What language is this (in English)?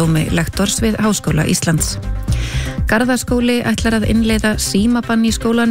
Icelandic